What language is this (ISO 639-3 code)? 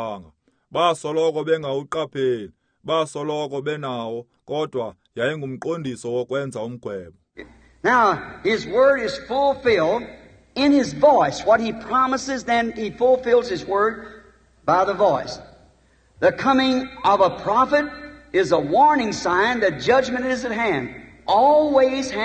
xho